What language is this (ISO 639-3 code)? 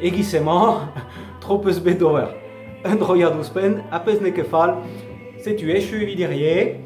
bre